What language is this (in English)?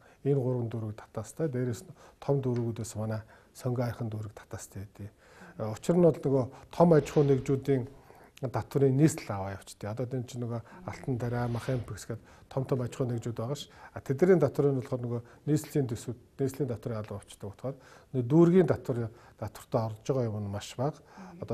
Mongolian